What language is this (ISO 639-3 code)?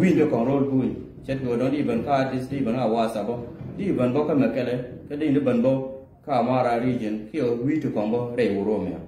nus